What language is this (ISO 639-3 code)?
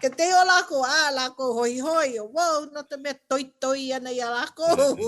haw